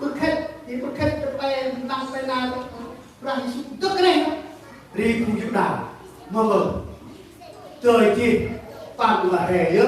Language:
Central Mnong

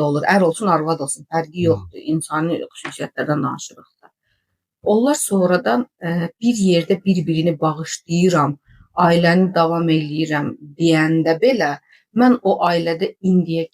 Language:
Azerbaijani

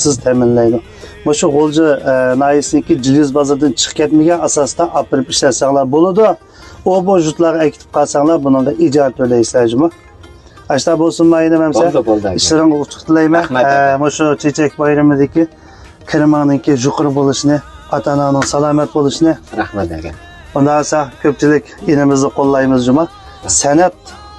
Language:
Uyghur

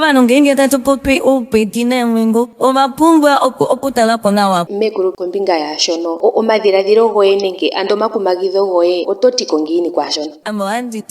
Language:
Ndonga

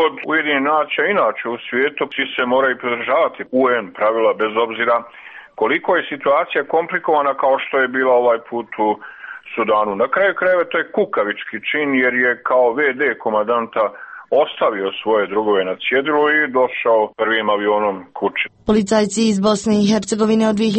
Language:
Serbian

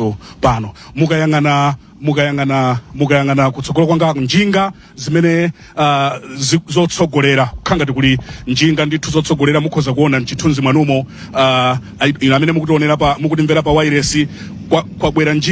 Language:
Nyanja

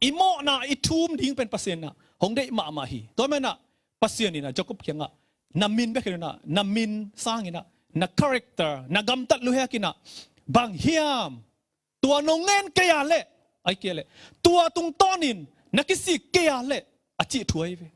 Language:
Tedim Chin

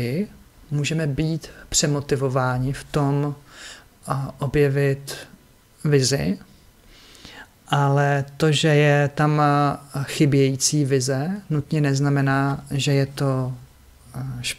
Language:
Czech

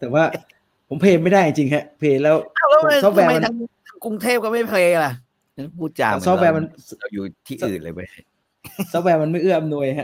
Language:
Thai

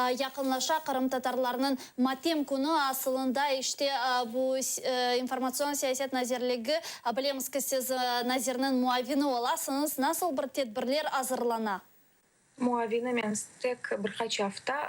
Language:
Crimean Tatar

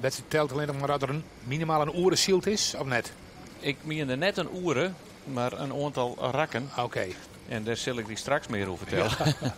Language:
Western Frisian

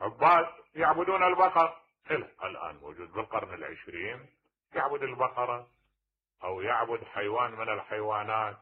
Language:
Mesopotamian Arabic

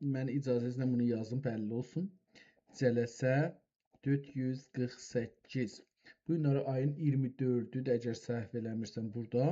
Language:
South Azerbaijani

